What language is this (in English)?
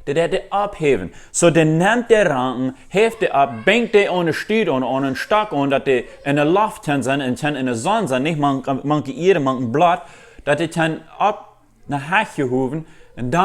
Plautdietsch